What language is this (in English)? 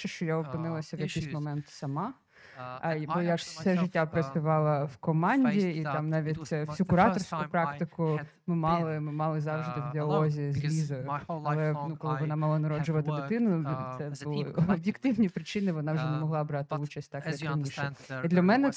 Ukrainian